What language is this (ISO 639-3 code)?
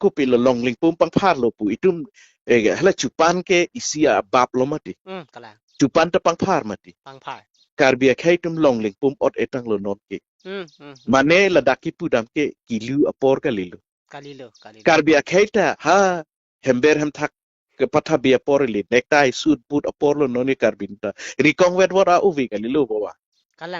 mjw